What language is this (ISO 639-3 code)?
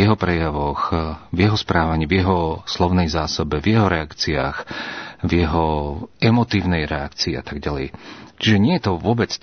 slk